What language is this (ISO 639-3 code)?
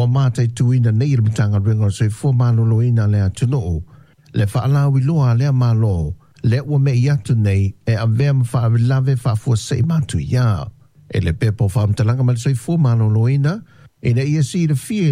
smo